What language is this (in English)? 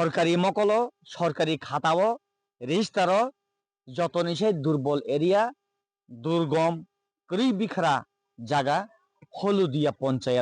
Kok Borok